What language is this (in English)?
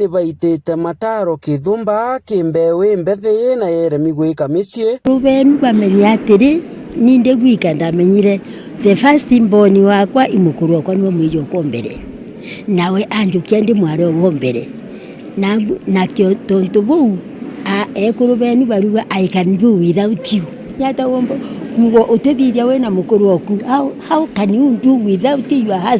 Meru